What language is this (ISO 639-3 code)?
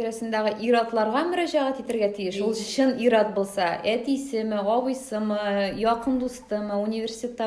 tat